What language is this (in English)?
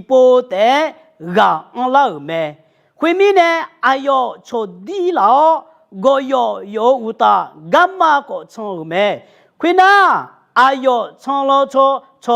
Akha